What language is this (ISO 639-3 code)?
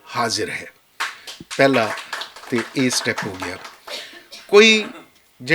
lah